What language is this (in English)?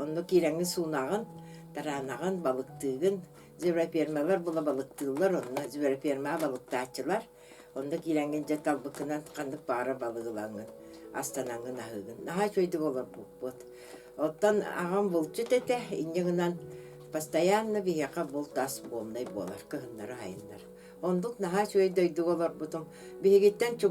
Yakut